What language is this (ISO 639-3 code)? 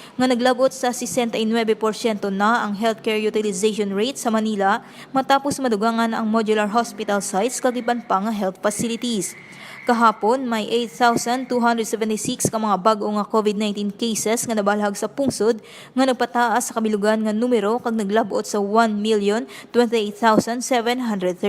hil